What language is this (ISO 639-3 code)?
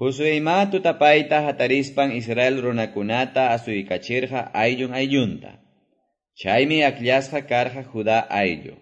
que